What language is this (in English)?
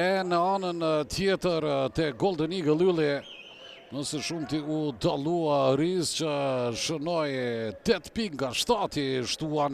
Albanian